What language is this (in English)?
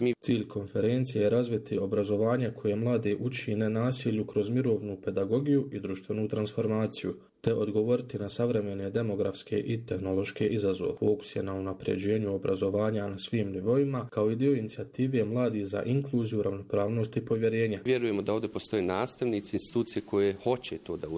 Bosnian